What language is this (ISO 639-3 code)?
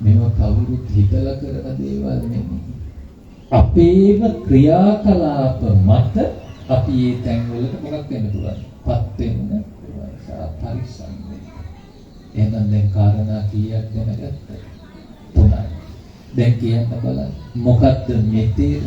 sin